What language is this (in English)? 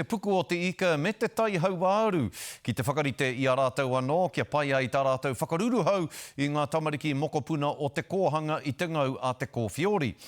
Māori